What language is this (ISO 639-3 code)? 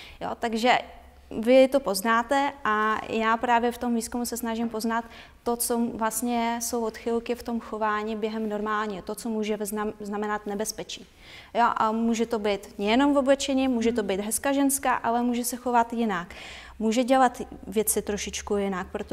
ces